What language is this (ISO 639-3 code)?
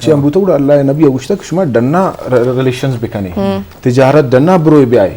bgp